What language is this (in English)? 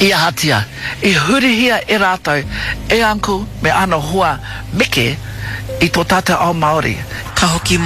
Māori